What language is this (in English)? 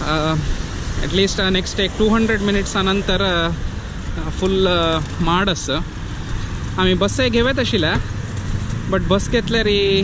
Konkani